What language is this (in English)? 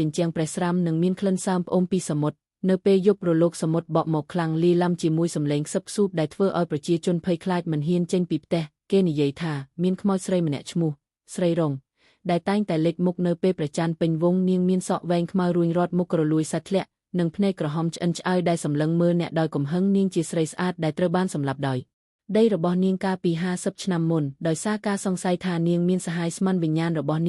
Khmer